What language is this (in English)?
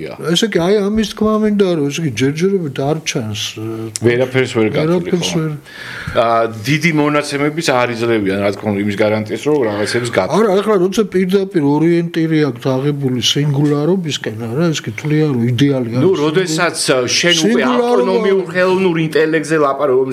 Georgian